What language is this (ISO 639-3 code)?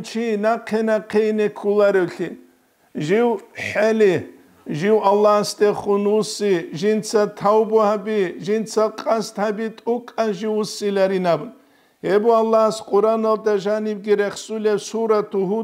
ava